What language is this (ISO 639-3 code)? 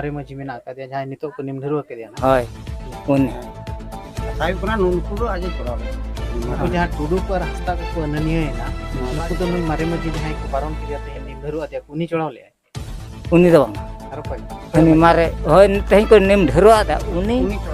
sat